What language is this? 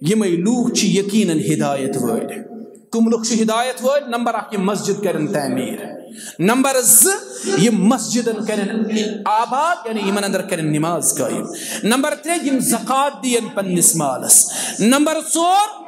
Kashmiri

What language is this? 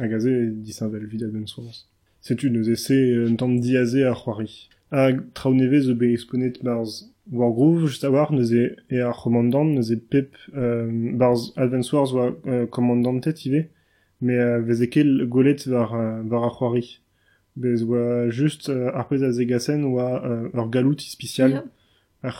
Breton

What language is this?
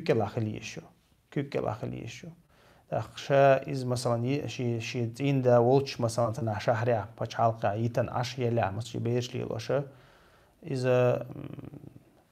Chechen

